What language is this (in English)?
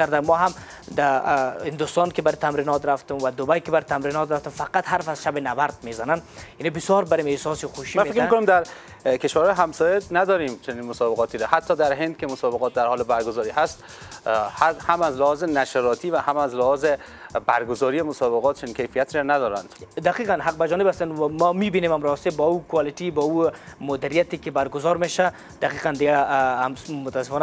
Persian